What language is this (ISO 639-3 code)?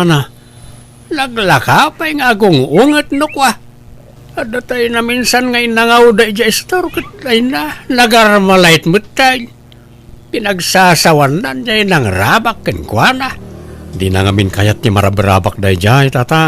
ilo